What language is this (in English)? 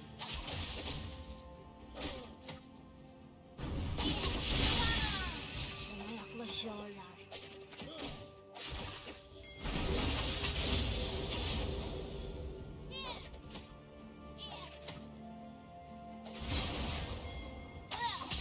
Turkish